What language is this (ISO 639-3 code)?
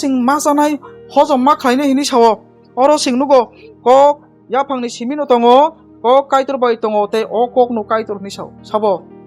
trp